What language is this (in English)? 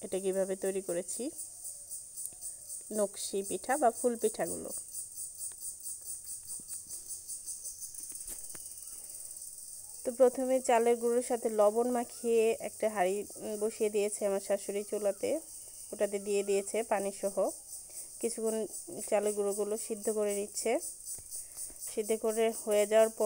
Bangla